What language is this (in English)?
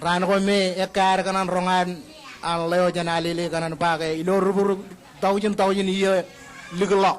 Marshallese